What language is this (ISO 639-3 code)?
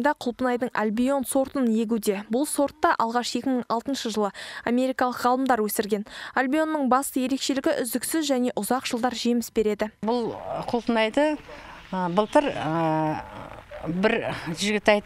kaz